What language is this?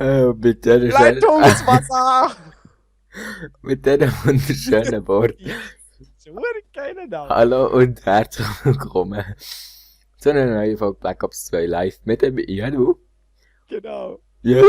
Swiss German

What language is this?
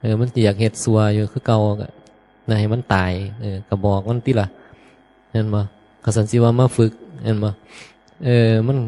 Northeastern Thai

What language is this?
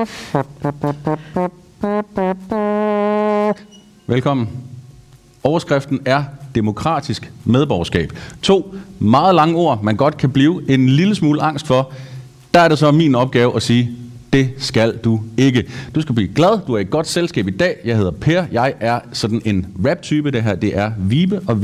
Danish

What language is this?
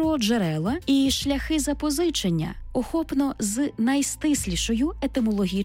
Ukrainian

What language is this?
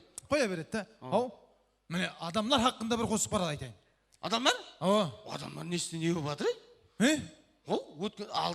Kara-Kalpak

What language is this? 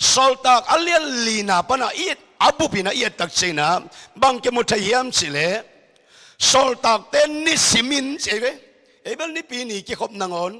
Tedim Chin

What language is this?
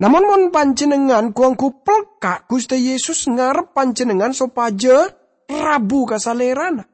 Madurese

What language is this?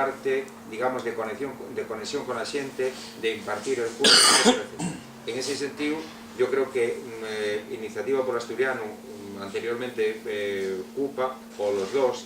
Asturian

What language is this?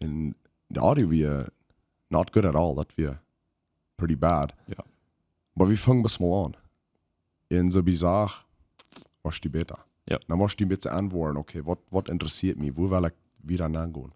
Plautdietsch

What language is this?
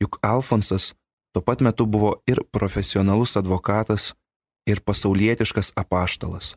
Lithuanian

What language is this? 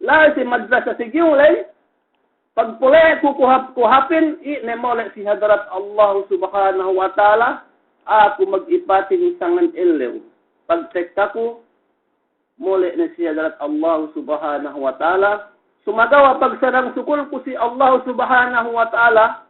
Yakan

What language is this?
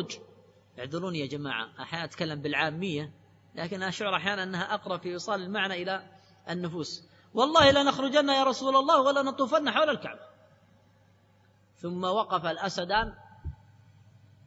Arabic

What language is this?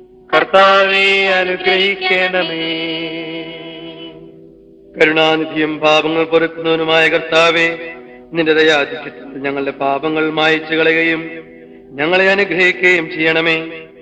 Malayalam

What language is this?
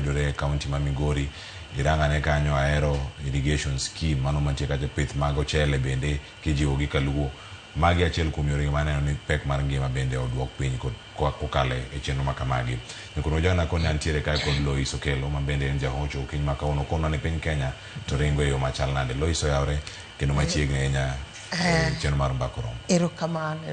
Luo (Kenya and Tanzania)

